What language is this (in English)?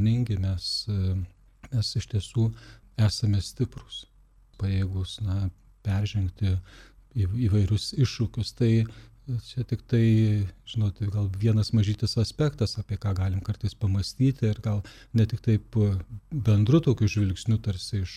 Lithuanian